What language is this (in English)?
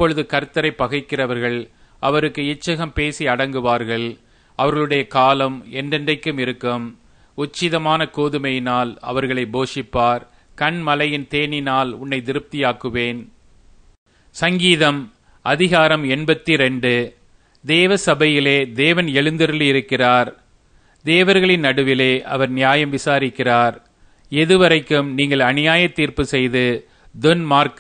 Tamil